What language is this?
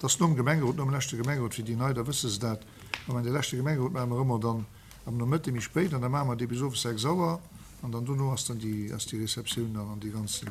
Luxembourgish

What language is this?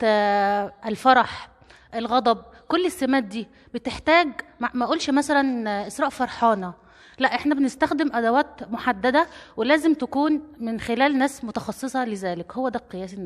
Egyptian Arabic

